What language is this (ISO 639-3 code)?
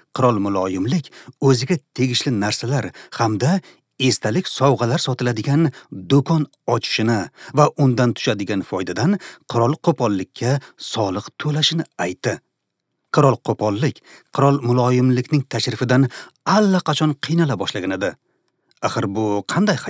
uzb